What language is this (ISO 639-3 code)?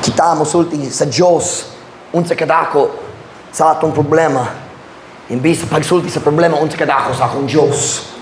ceb